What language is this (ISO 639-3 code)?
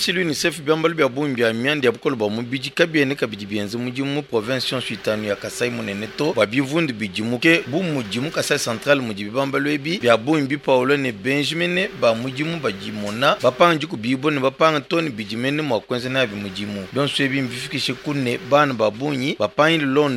lua